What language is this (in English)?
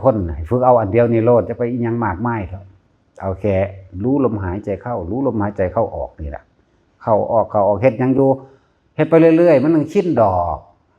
Northeastern Thai